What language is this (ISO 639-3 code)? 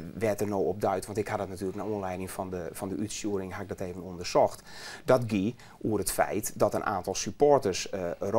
fry